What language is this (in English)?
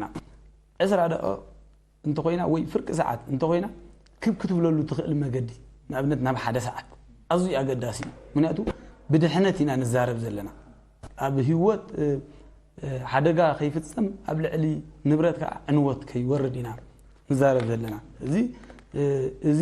Tigrinya